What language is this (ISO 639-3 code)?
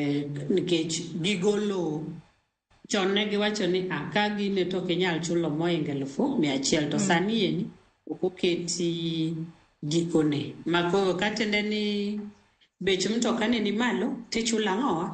luo